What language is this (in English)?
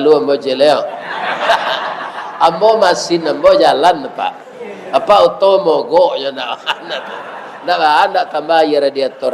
Minangkabau